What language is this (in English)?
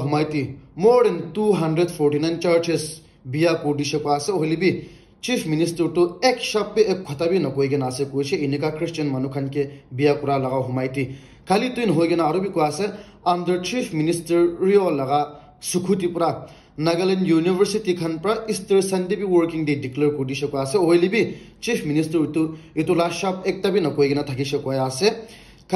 Naga Pidgin